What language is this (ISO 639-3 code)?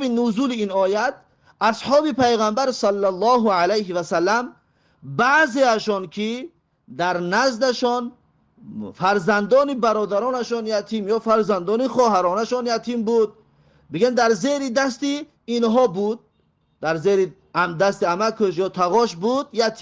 tgk